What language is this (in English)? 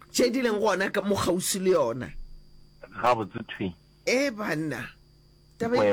Northern Sotho